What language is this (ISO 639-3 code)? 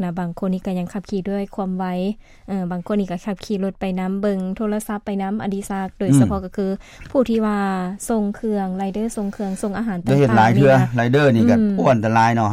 lao